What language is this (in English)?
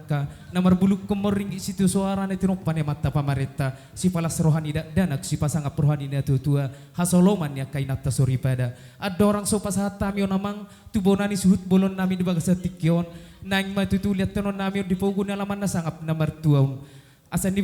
Batak Toba